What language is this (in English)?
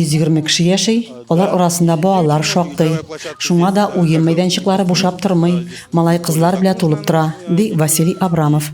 Tatar